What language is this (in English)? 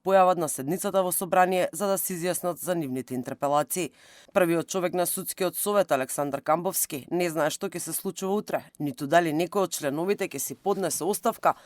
Macedonian